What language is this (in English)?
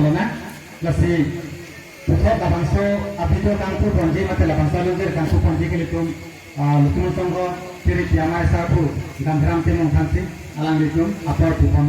Karbi